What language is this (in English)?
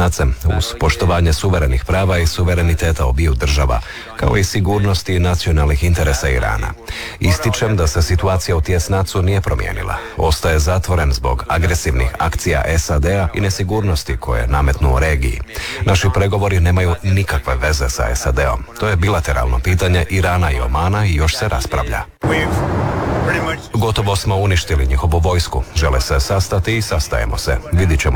Croatian